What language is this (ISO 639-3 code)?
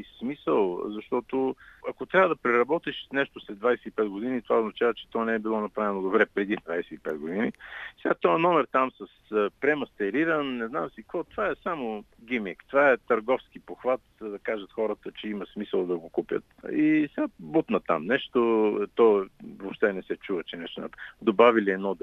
bul